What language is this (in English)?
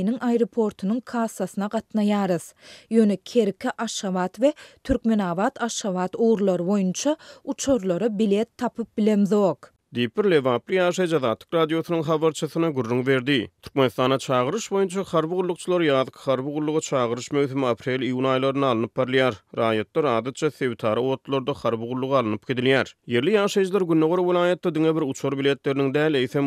Turkmen